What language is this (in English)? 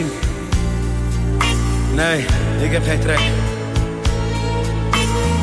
Dutch